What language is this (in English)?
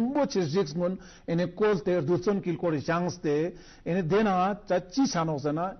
Ladakhi